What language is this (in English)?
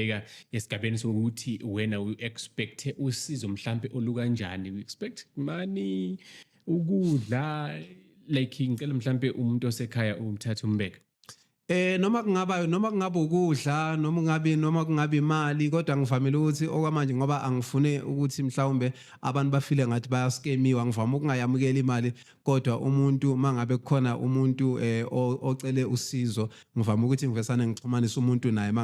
Zulu